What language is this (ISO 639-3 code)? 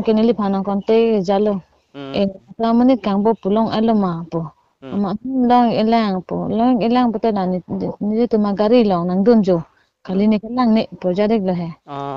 mjw